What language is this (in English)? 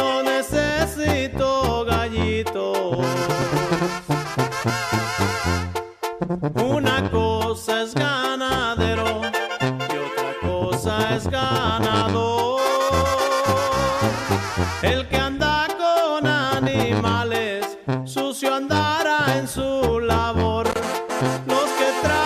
Spanish